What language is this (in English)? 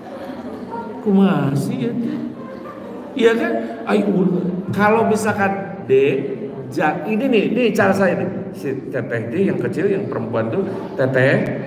Indonesian